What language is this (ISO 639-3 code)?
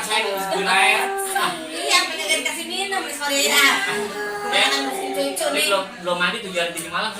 bew